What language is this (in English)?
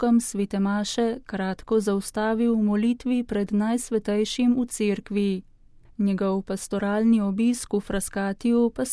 Slovenian